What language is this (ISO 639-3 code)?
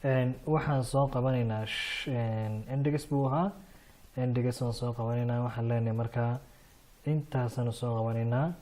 som